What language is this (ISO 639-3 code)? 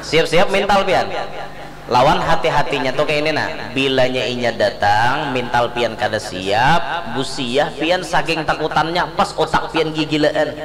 bjn